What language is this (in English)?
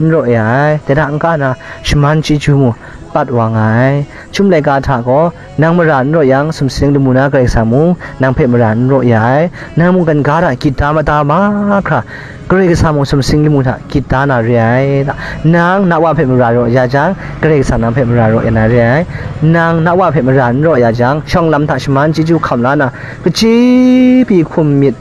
Kachin